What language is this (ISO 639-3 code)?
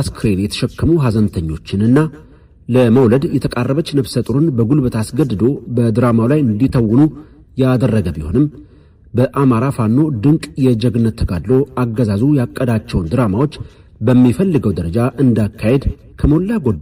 amh